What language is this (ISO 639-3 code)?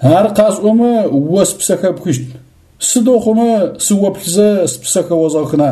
ady